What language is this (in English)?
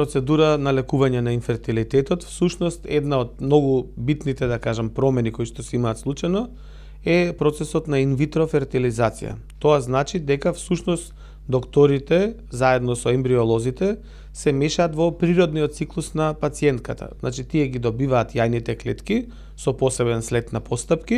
Macedonian